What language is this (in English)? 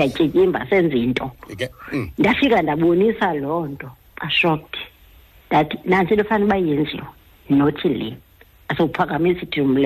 Xhosa